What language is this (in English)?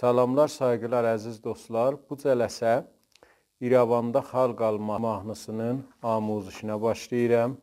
South Azerbaijani